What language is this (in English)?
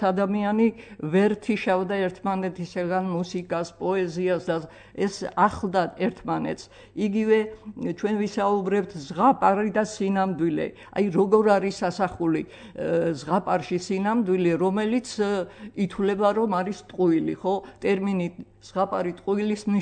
Georgian